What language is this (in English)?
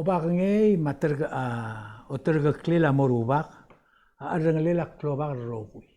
Palauan